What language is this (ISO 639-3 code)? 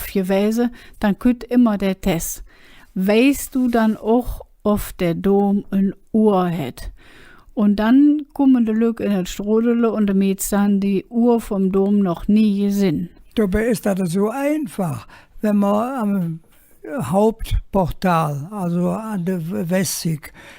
ksh